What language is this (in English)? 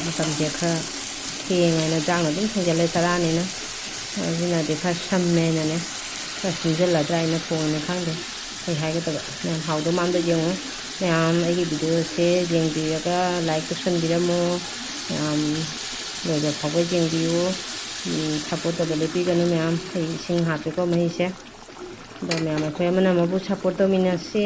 Manipuri